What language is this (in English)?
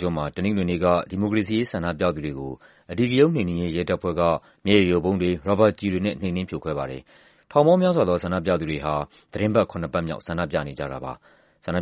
Burmese